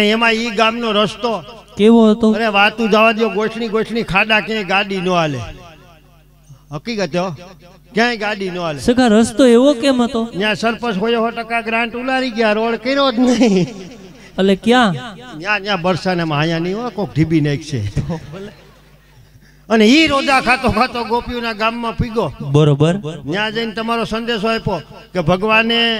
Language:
Gujarati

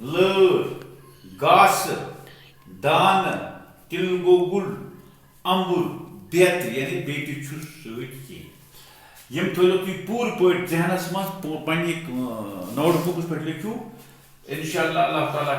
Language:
Kashmiri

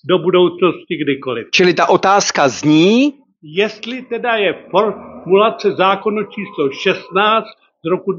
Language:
Czech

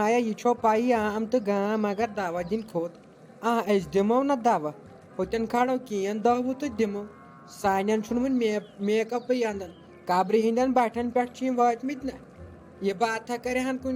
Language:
Kashmiri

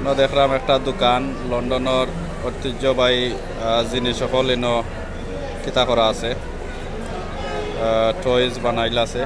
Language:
Sylheti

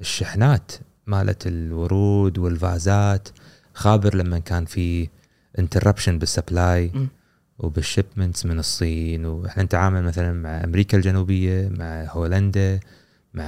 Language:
Gulf Arabic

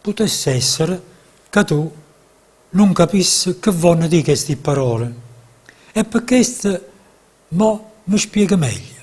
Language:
Neapolitan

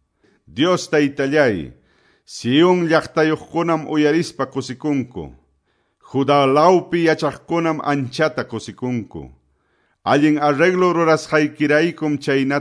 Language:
Quechua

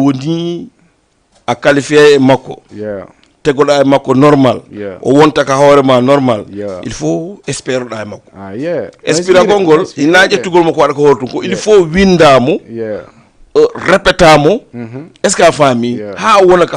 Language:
Fula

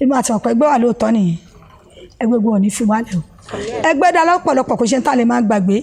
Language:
Yoruba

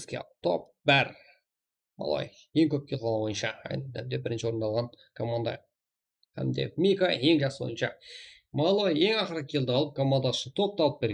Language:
Kara-Kalpak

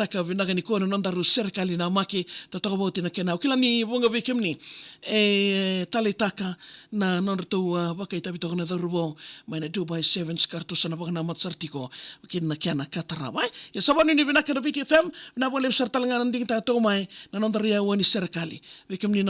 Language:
Fijian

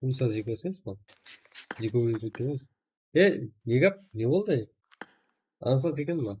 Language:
Kara-Kalpak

